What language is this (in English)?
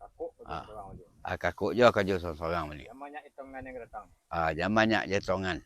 Minangkabau